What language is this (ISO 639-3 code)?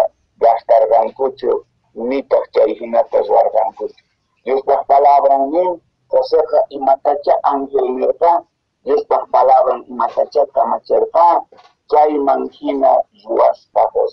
que